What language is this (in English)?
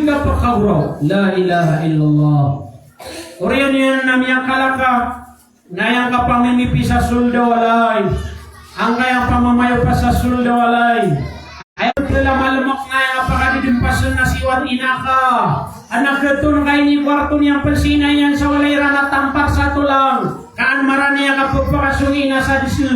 Maranao